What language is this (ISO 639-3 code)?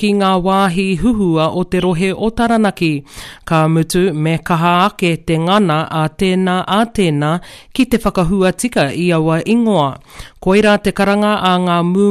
mri